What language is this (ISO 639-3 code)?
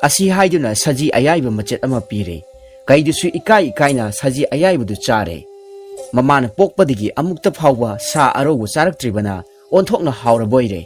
mni